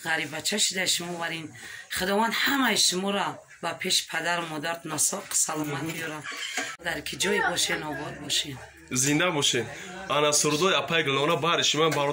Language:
Tajik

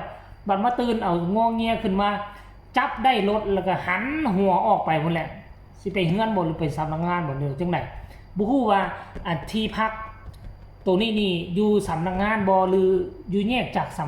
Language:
Northeastern Thai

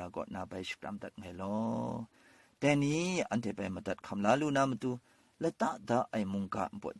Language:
Kachin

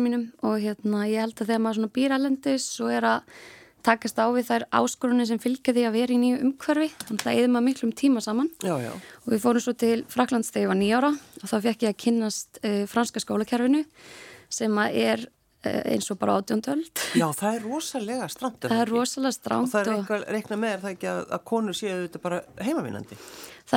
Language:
Icelandic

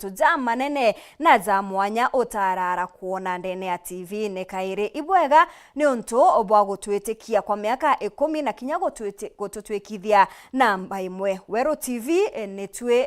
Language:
Meru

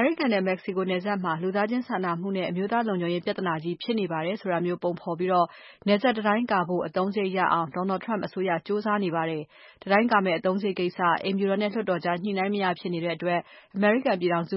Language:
Burmese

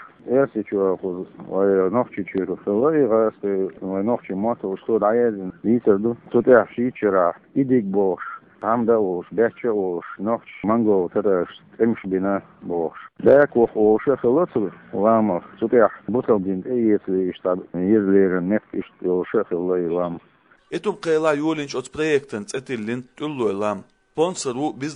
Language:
Chechen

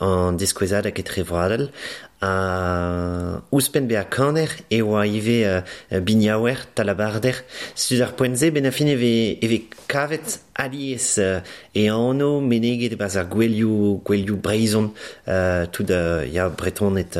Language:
Breton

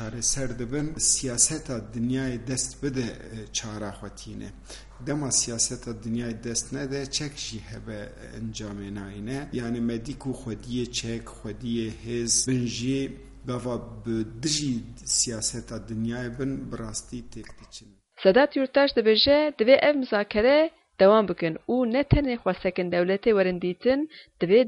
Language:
Kurdish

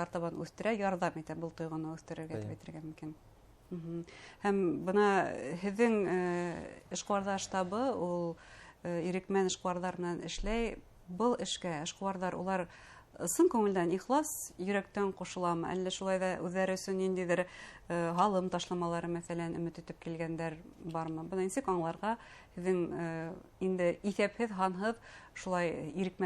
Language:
Bashkir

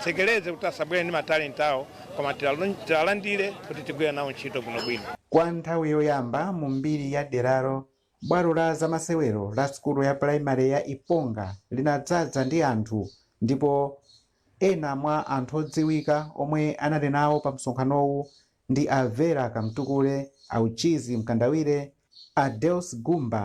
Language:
Nyanja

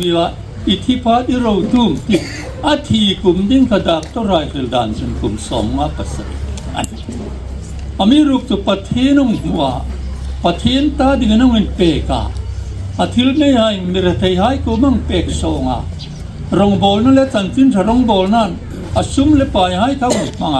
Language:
Hmar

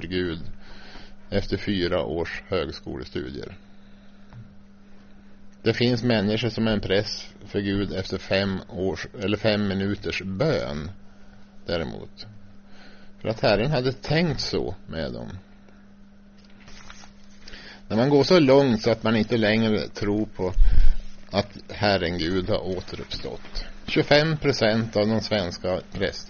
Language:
Swedish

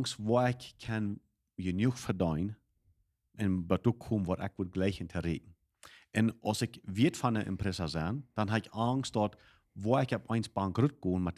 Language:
Plautdietsch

